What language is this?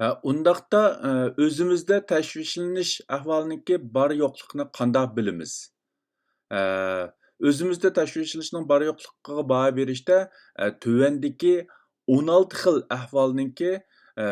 Uyghur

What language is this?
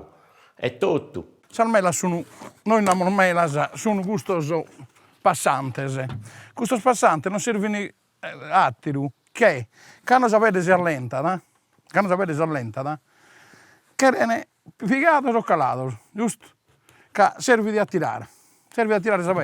Sardinian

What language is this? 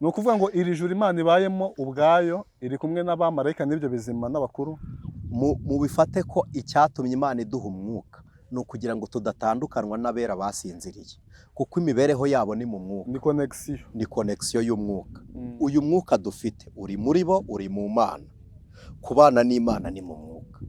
Kinyarwanda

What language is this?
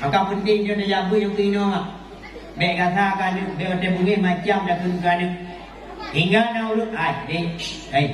Achinese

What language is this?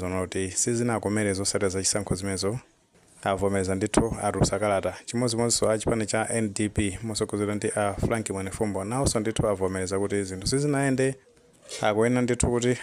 Nyanja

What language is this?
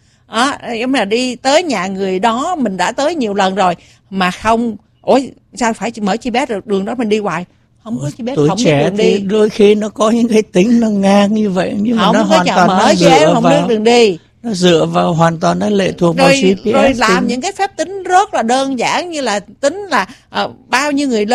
Vietnamese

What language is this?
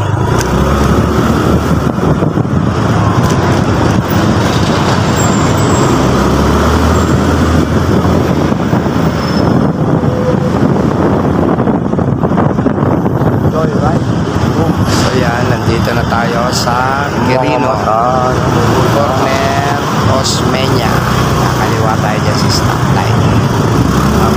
Filipino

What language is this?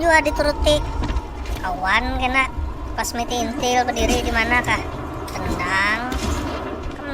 Banjar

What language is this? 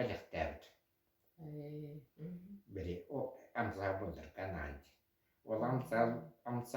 Yakut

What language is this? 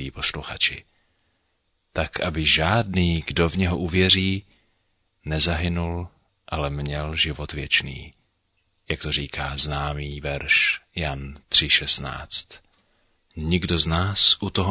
Czech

